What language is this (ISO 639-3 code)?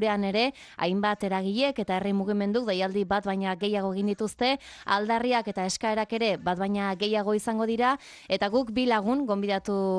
eus